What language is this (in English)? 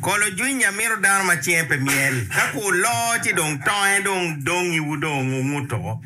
Acoli